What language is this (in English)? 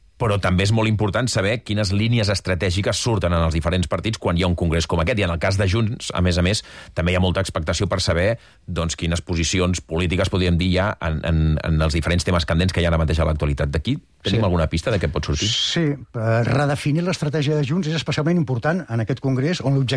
Catalan